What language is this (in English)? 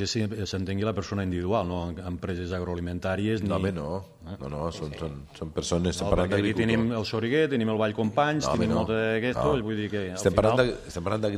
Catalan